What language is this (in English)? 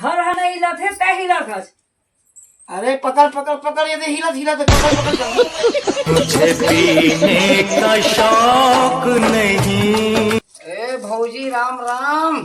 Chhattisgarhi